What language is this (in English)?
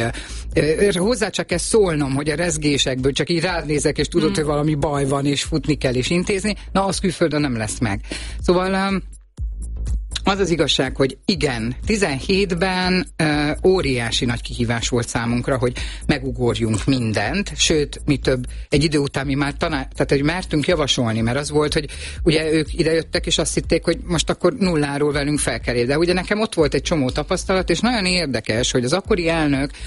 Hungarian